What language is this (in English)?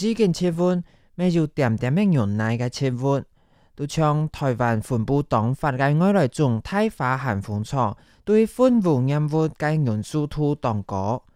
Hakka Chinese